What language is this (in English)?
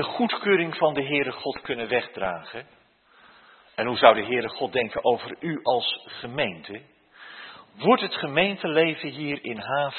Dutch